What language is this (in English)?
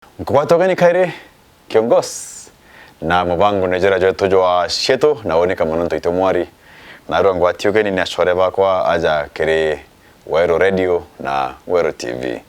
Meru